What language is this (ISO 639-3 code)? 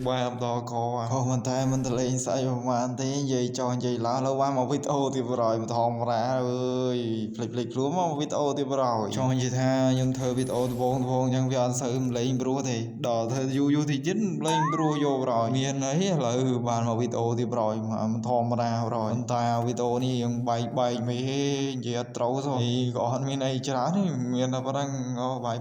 khm